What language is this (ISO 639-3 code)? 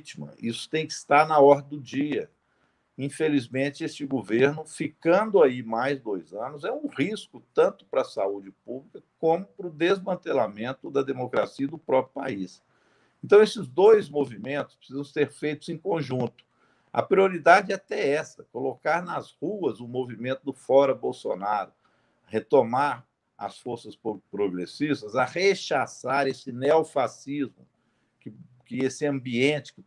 por